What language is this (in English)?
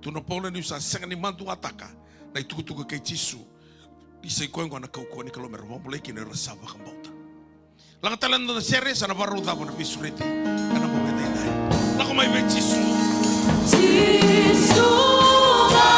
Fijian